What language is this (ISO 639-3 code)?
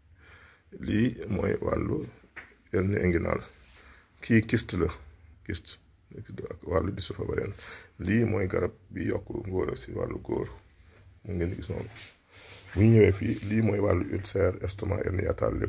wol